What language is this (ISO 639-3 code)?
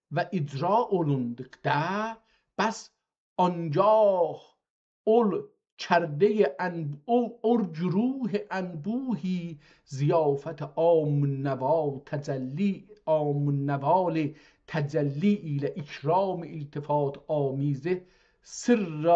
azb